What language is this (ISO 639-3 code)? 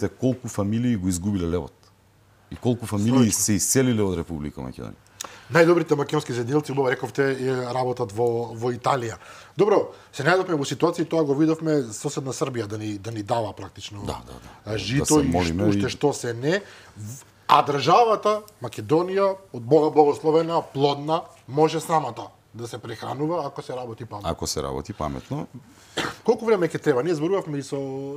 mkd